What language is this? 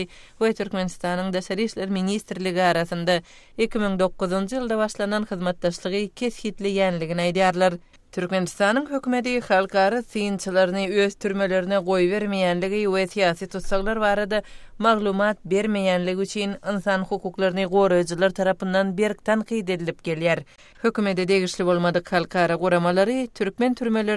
Turkmen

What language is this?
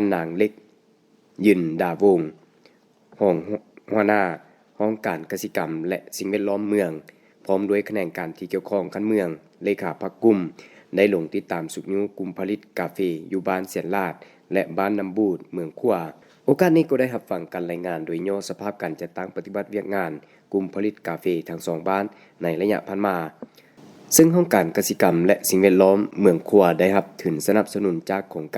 Lao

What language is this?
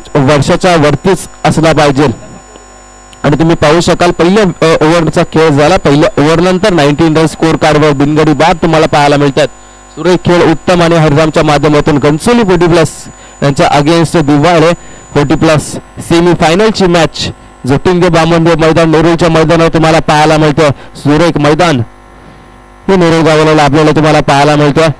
Marathi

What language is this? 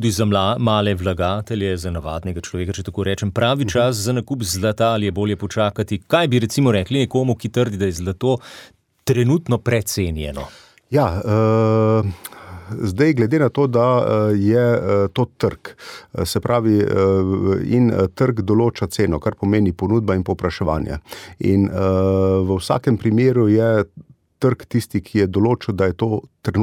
Slovenian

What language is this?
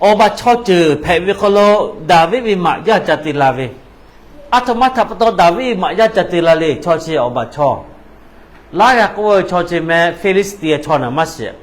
Lahu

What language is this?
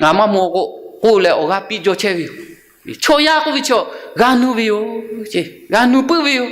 Lahu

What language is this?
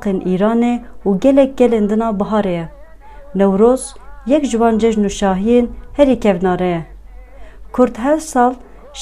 Kurdish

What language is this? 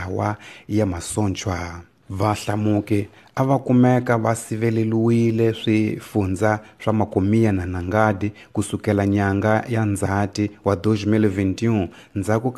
Tsonga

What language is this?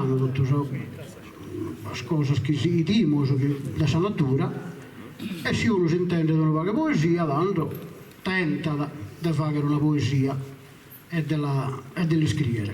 Sardinian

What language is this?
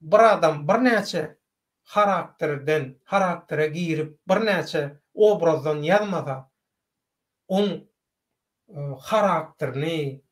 Turkmen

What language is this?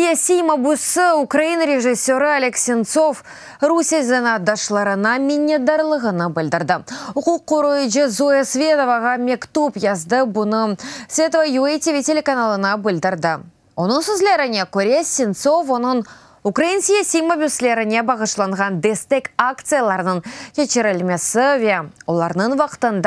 Crimean Tatar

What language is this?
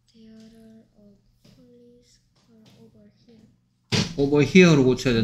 Korean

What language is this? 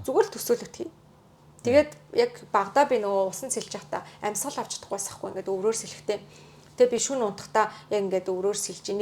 Mongolian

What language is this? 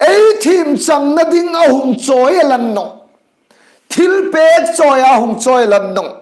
Hmar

